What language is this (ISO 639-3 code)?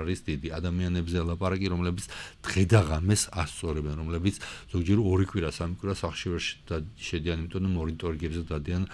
kat